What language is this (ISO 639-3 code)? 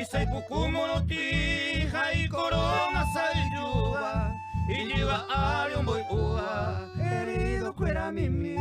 grn